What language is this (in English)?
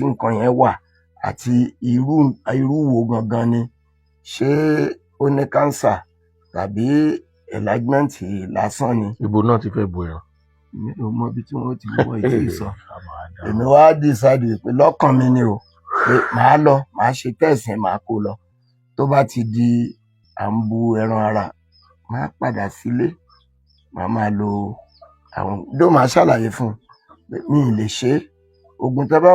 Yoruba